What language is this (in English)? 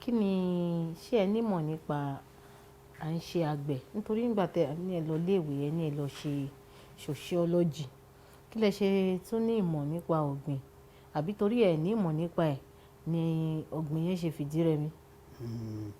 Yoruba